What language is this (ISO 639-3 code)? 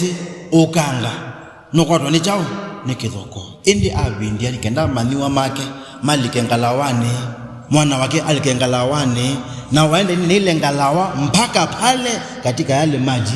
kam